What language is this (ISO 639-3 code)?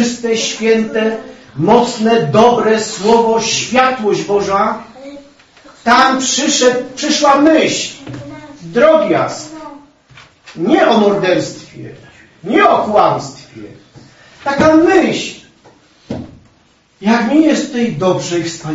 pol